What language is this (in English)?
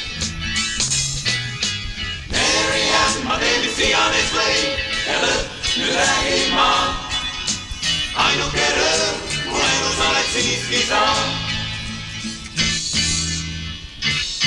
Estonian